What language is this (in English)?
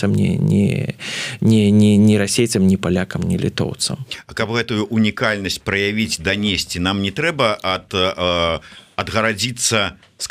Belarusian